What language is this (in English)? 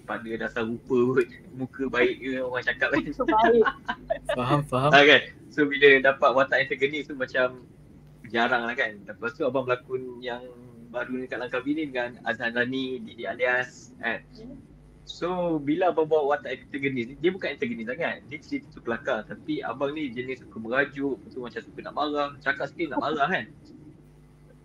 Malay